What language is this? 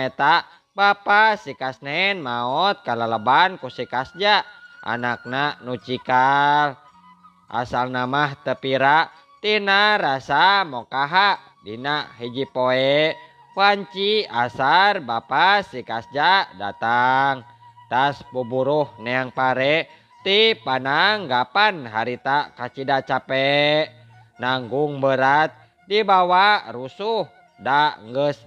Sundanese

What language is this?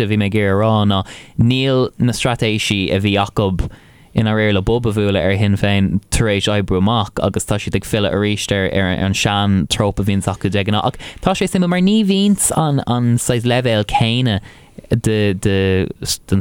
Irish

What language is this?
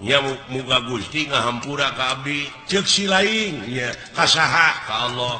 Sundanese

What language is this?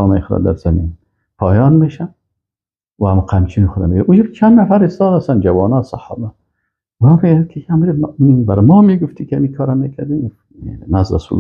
Persian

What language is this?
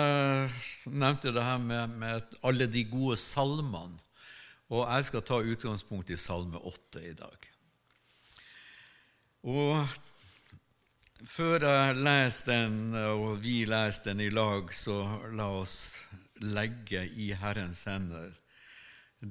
Norwegian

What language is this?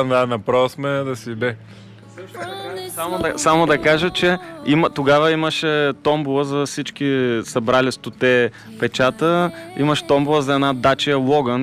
Bulgarian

